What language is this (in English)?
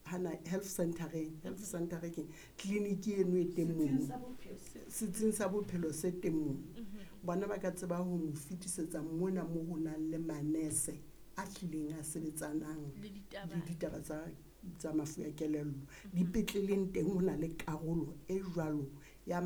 Southern Sotho